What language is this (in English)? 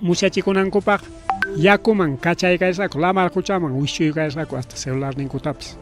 Ayacucho Quechua